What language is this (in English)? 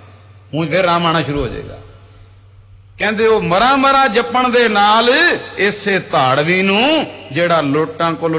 Punjabi